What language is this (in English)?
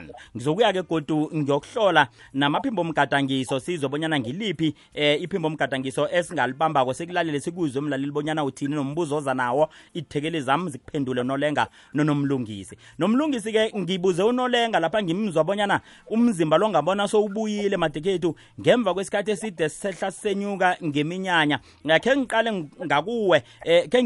South Ndebele